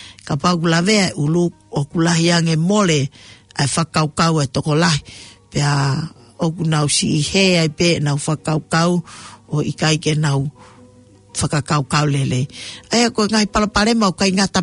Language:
Tongan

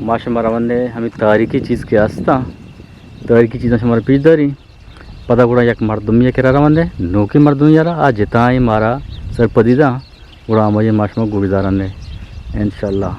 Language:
Eastern Balochi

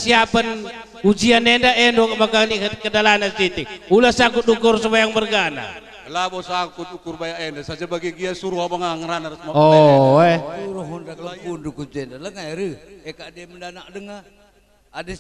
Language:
Batak Karo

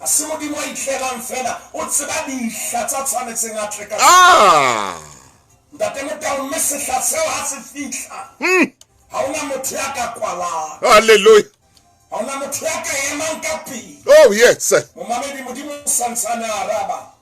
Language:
Southern Sotho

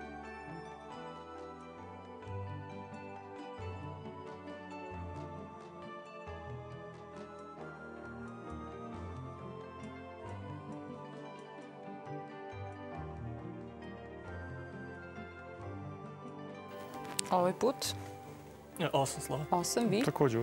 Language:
Serbian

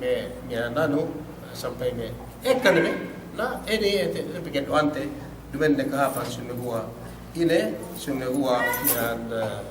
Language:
Yakan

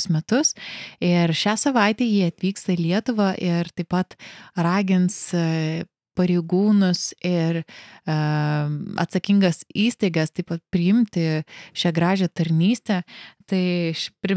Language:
Lithuanian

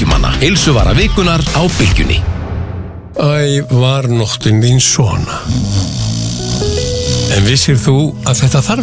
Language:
Icelandic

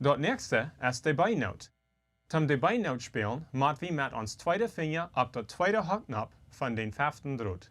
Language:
Plautdietsch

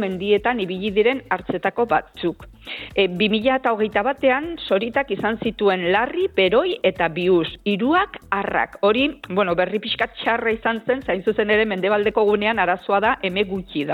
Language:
Basque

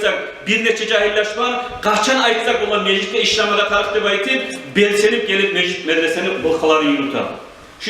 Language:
Kumyk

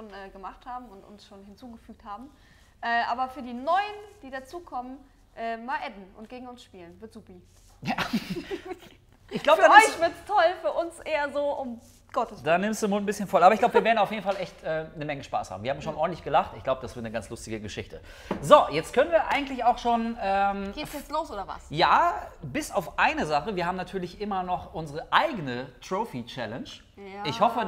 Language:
German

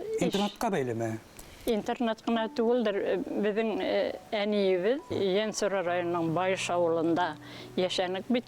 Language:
Bashkir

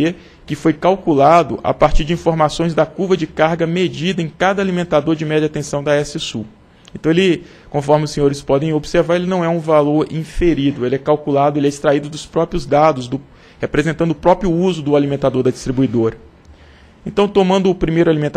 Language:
Portuguese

